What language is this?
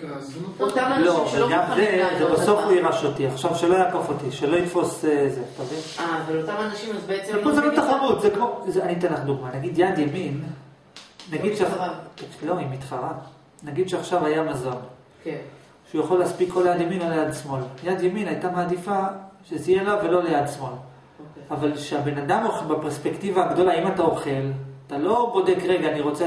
Hebrew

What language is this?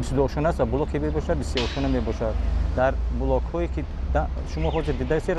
Tajik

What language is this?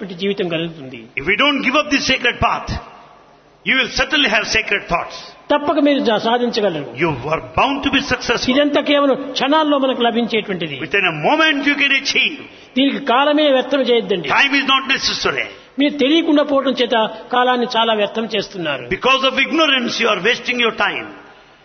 Telugu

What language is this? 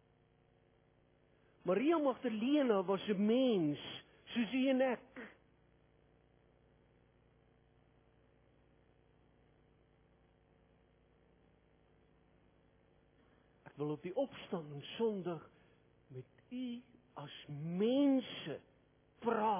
Afrikaans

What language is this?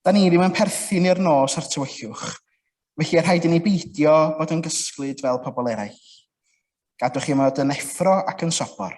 Welsh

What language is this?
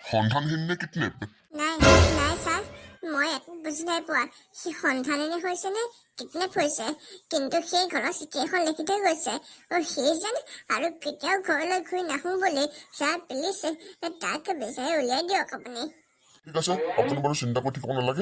Assamese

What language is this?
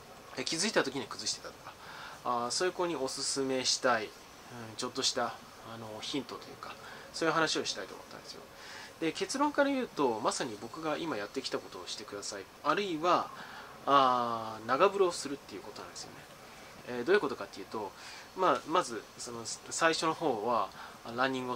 Japanese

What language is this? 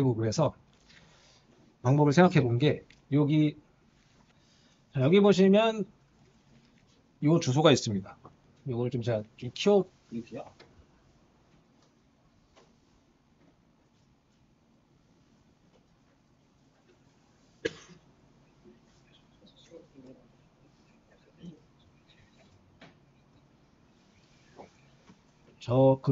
Korean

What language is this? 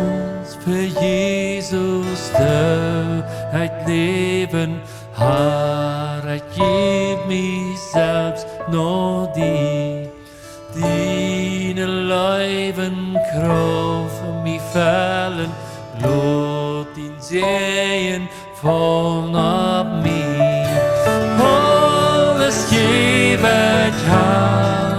Plautdietsch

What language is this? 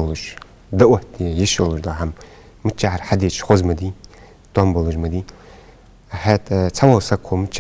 Ingush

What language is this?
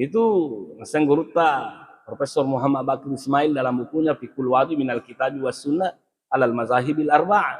Buginese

